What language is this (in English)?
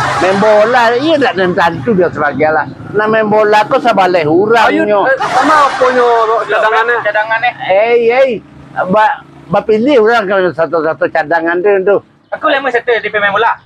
Minangkabau